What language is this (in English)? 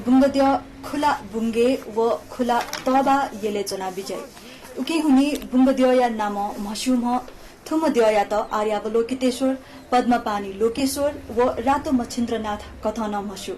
Newari